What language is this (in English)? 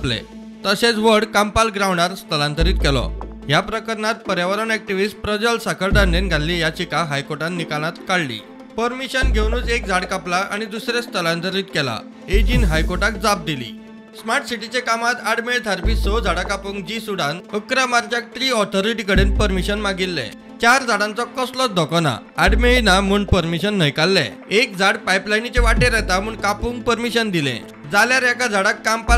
Konkani